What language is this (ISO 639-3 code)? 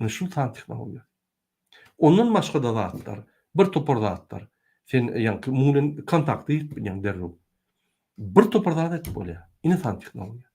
tuk